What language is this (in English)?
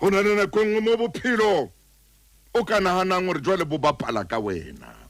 Southern Sotho